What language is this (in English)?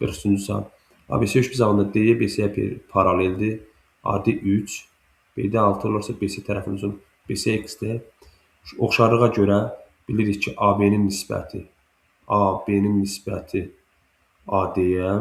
Azerbaijani